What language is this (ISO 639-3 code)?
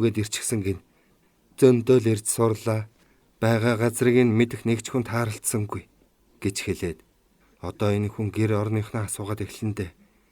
mon